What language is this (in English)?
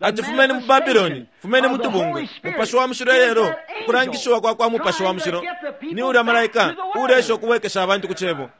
Bemba